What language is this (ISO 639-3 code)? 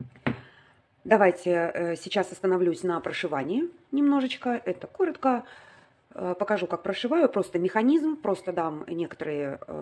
rus